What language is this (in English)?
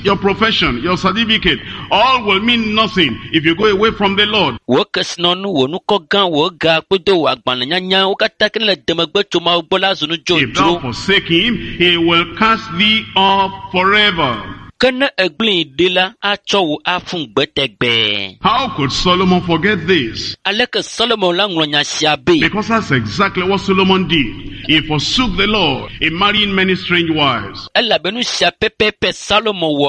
Ewe